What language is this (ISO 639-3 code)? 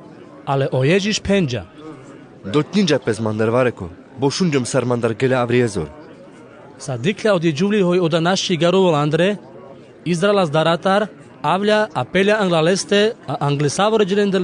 rmc